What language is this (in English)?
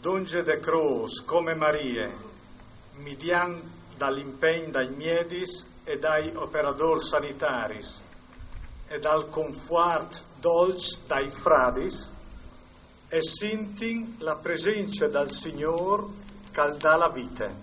Friulian